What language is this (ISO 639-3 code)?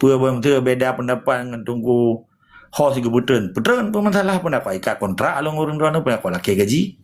ace